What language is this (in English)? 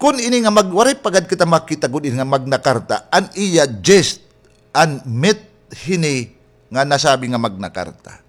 Waray